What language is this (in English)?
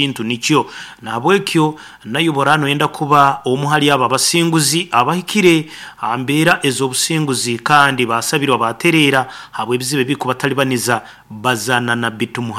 Nyankole